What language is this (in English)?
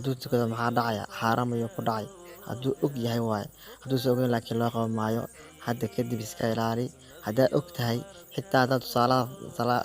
Somali